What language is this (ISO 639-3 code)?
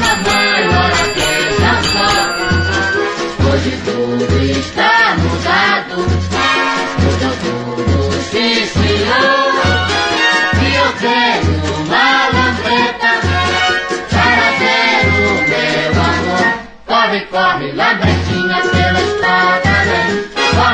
por